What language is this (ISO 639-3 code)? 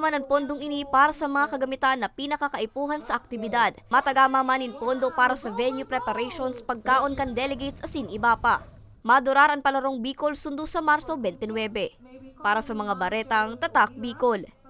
bik